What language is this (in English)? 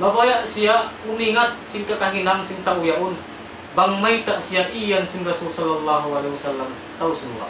Tausug